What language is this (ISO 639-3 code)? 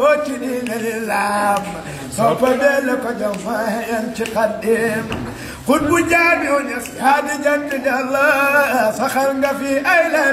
wol